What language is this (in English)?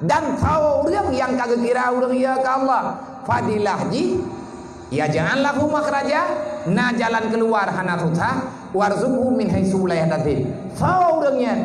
Achinese